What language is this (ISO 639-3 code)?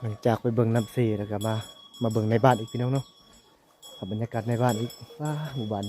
lao